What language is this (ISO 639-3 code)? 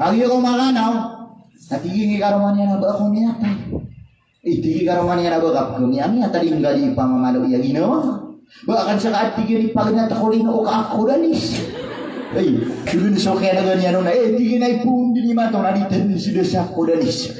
mrw